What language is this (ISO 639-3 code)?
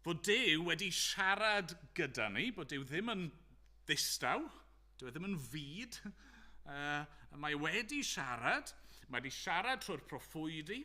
cym